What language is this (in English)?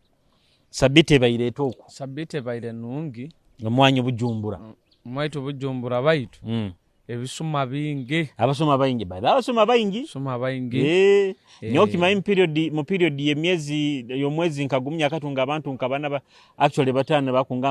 Nyoro